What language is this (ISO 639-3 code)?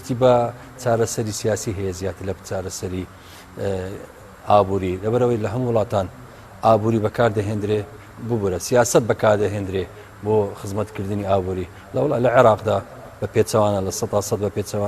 ckb